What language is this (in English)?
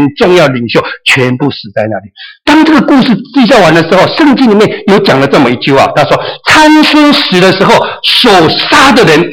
Chinese